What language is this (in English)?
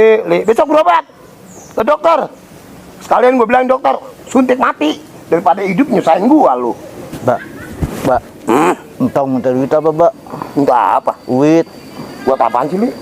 Betawi